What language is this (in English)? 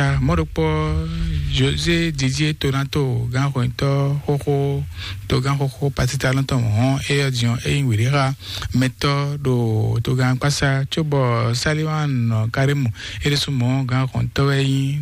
Fon